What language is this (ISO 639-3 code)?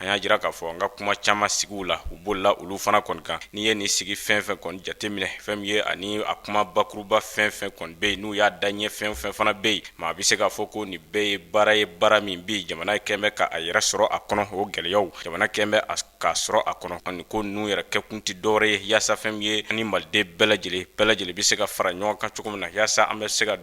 bam